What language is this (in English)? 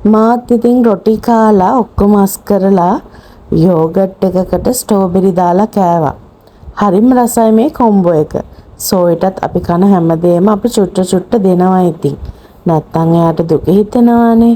Sinhala